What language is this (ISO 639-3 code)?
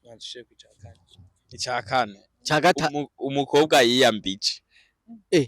run